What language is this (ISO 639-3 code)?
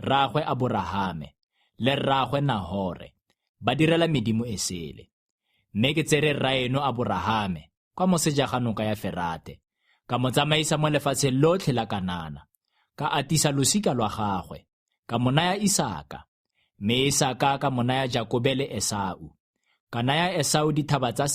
tsn